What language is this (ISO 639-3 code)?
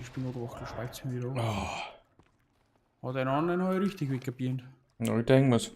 bar